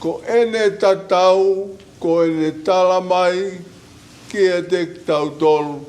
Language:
Tongan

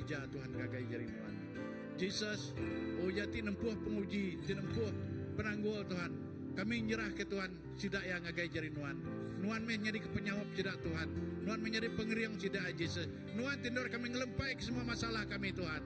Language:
Iban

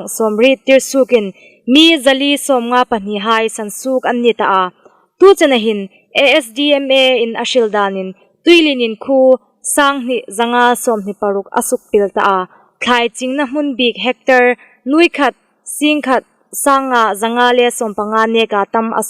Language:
Hmar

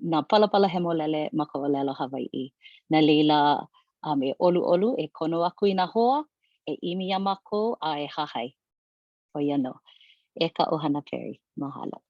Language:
Hawaiian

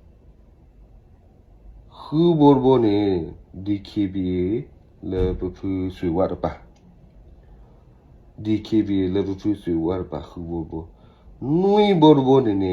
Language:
S'gaw Karen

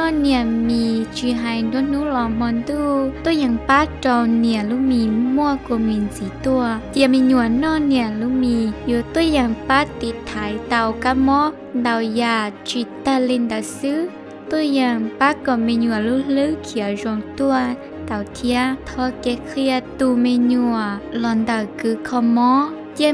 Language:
Hmong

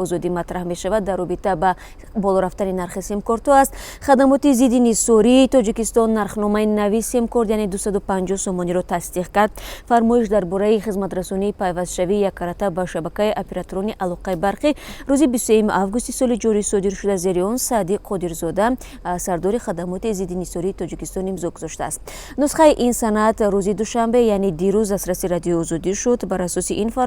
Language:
Tajik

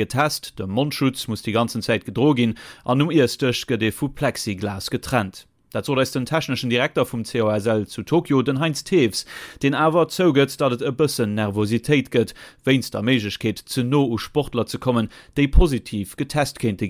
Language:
Luxembourgish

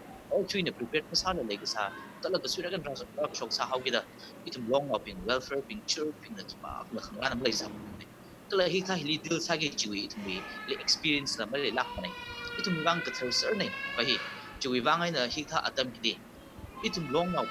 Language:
Tangkhul Naga (India)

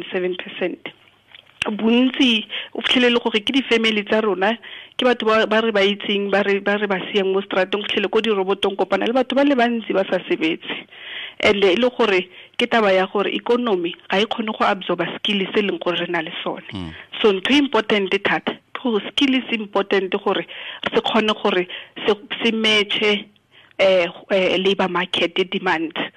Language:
Tswana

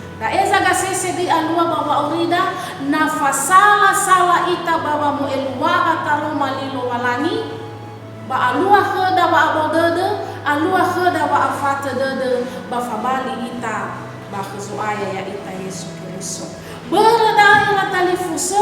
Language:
Nias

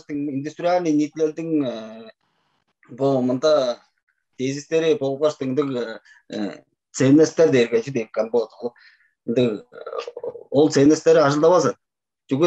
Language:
Tuvinian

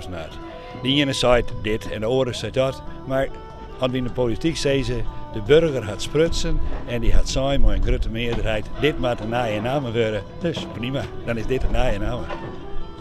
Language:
Western Frisian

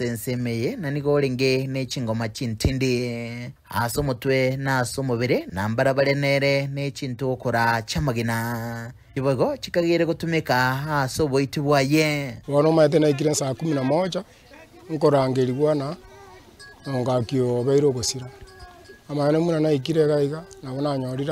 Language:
Gusii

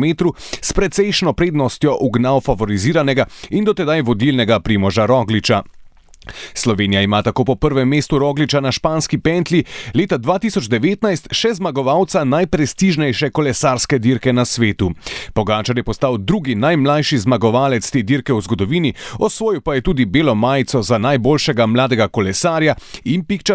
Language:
Slovenian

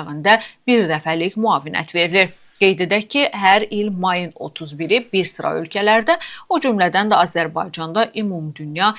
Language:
Azerbaijani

